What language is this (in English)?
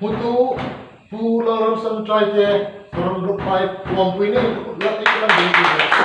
Hmar